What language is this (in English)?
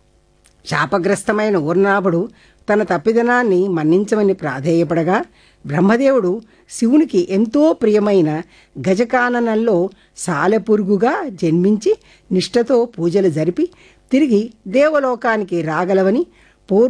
Telugu